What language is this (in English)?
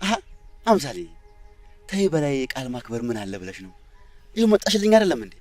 Amharic